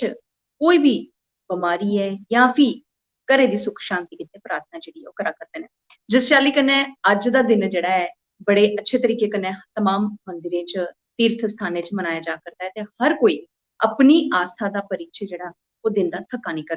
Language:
Dogri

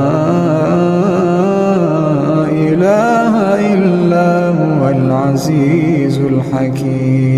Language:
Arabic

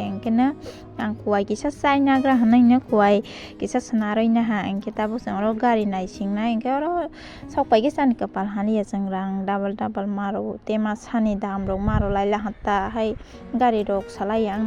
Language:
Kok Borok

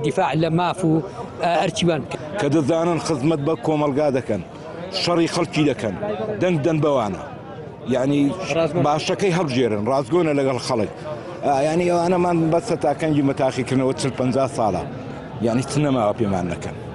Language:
Central Kurdish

